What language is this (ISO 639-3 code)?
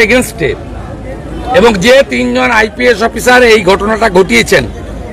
ben